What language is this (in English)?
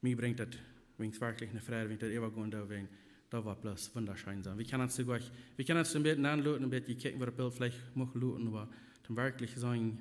Plautdietsch